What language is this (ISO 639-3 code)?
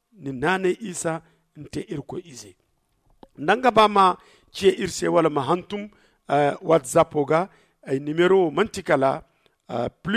dje